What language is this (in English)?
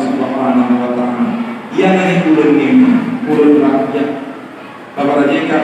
Buginese